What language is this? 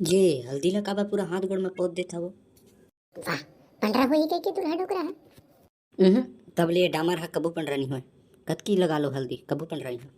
Chhattisgarhi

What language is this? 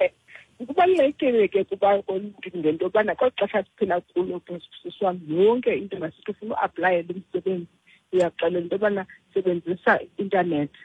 Xhosa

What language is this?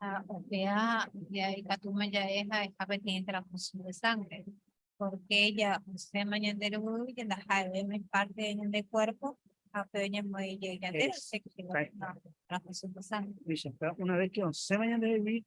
Guarani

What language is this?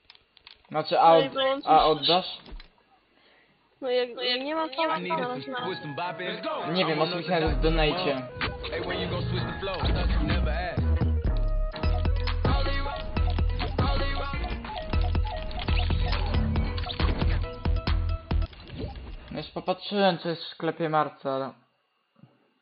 Polish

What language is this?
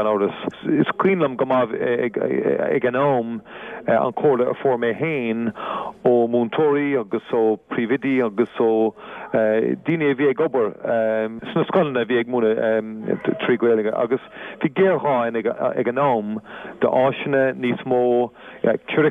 Irish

